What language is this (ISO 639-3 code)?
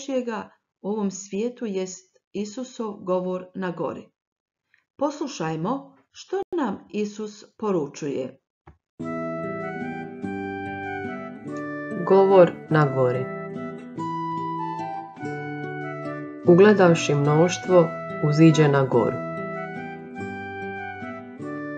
hrv